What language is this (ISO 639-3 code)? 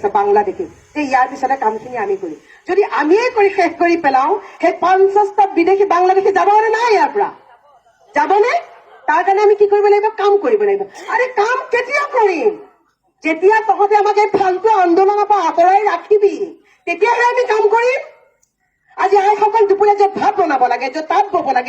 asm